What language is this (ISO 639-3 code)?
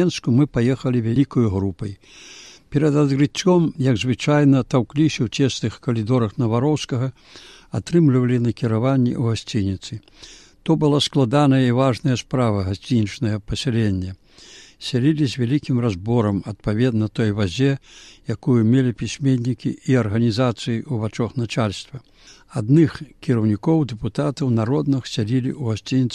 bel